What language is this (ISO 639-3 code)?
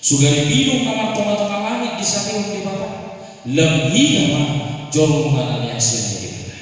bbc